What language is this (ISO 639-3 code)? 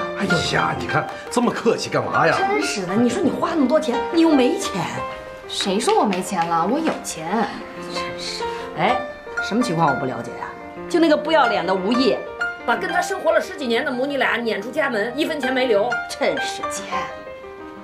zho